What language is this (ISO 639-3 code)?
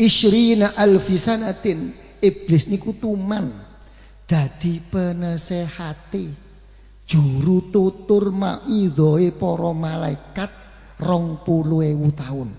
jav